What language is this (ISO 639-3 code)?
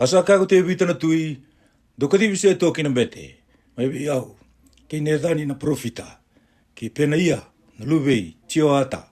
fij